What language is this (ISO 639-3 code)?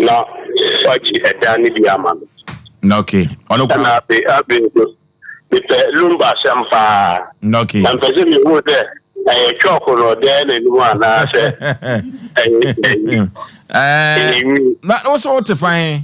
aka